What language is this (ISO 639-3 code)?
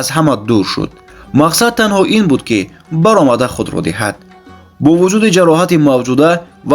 tgk